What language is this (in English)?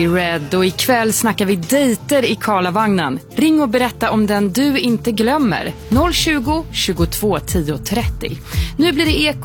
Swedish